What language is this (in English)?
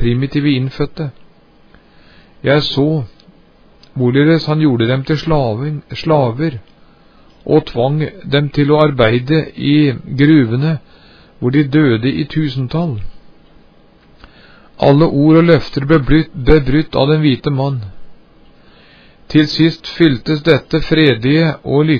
Norwegian